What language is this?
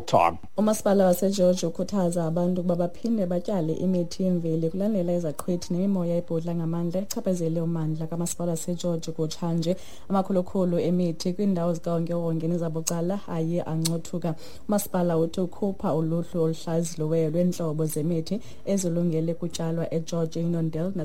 Xhosa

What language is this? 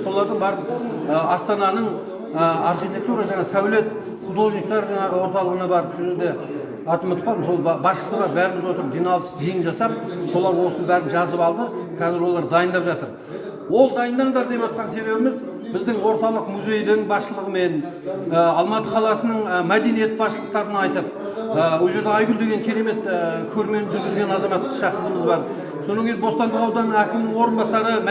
Kazakh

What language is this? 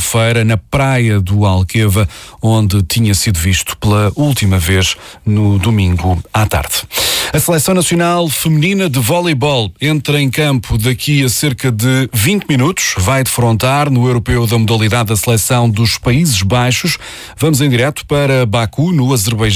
Portuguese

